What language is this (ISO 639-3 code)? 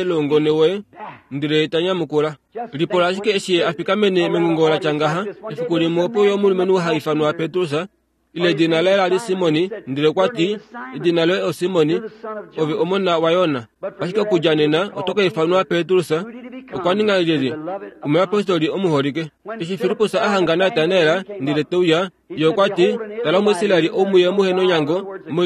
kua